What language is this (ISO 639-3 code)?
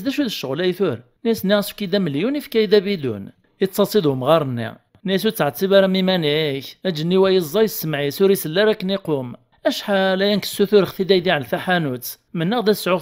kab